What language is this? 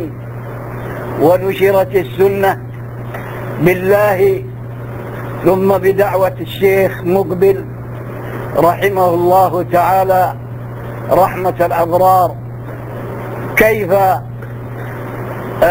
Arabic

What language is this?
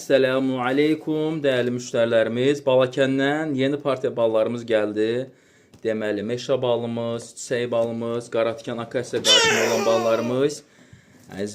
Azerbaijani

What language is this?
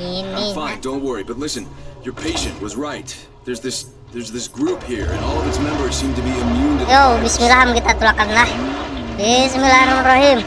Banjar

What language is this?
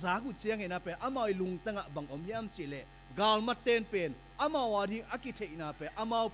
Tedim Chin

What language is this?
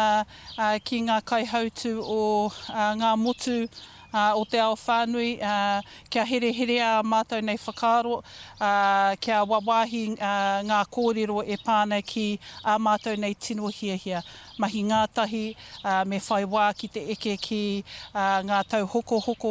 Māori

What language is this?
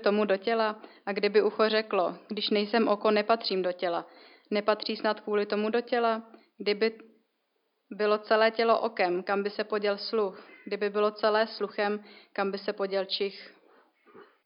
Czech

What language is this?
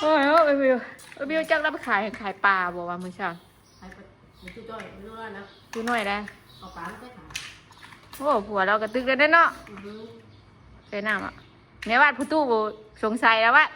Northeastern Thai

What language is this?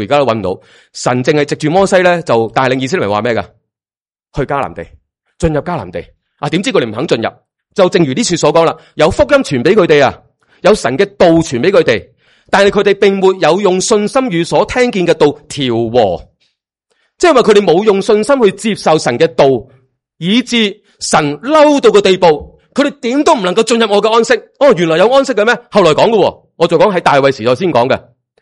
Cantonese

